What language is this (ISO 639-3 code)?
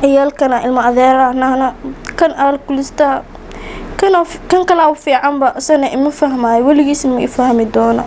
som